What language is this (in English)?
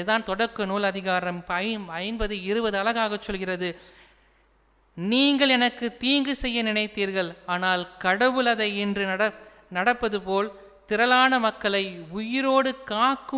Tamil